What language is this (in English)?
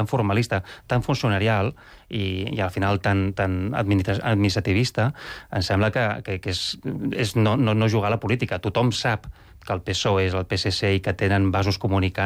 Catalan